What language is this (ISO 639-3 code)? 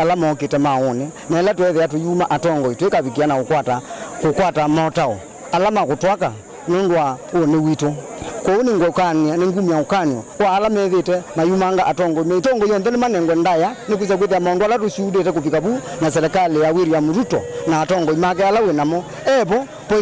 kam